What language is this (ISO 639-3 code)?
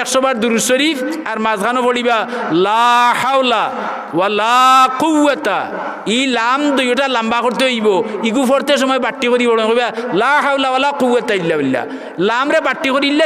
syl